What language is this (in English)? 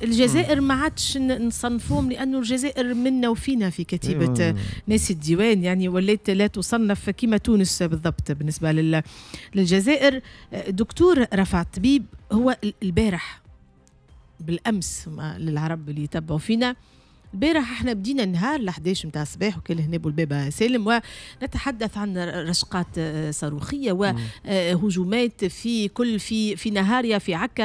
Tunisian Arabic